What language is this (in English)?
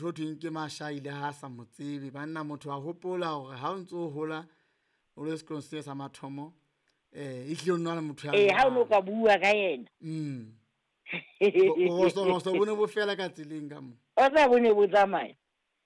Southern Sotho